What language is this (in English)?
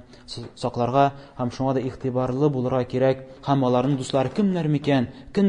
Tatar